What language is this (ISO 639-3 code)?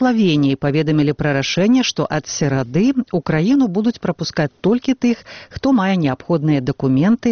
bel